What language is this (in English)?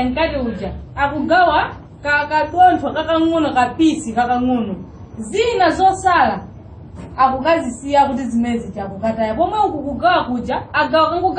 Nyanja